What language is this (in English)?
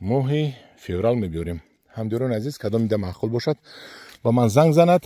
Tajik